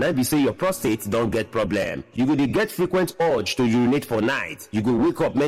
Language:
Nigerian Pidgin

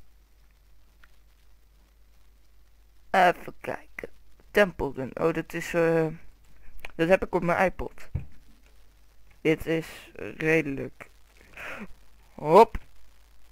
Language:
Dutch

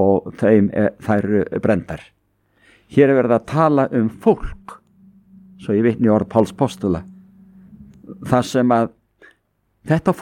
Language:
Icelandic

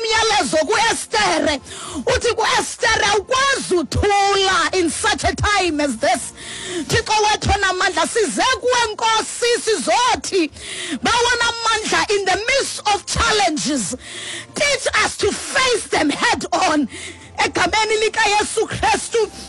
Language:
Xhosa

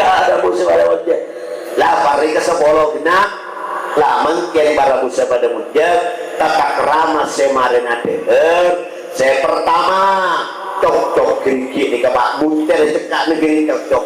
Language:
Madurese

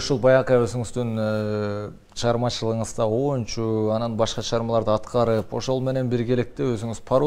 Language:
Kyrgyz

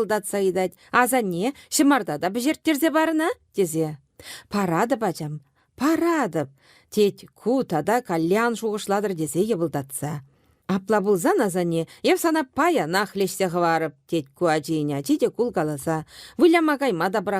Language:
Chuvash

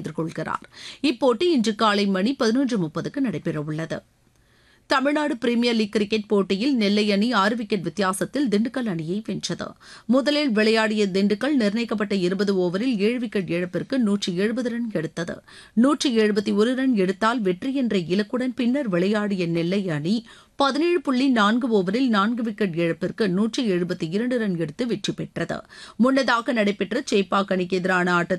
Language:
Tamil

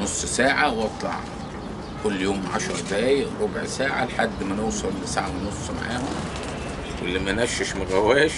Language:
Egyptian Arabic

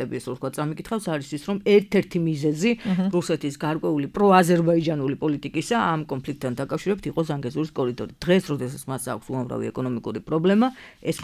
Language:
Georgian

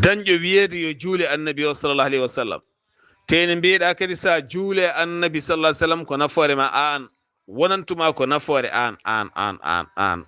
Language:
Fula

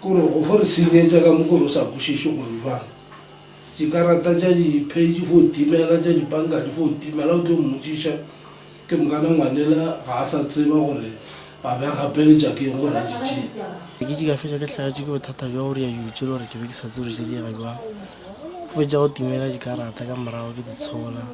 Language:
Northern Sotho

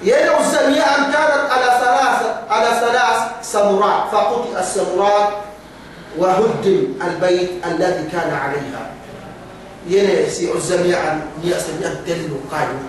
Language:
Yakan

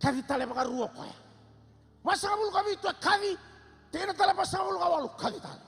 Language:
Fijian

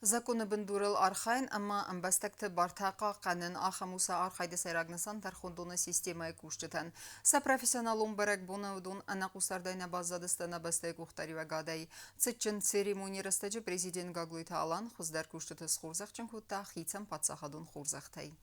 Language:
Ossetic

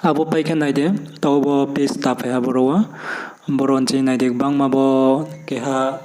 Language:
Riang (India)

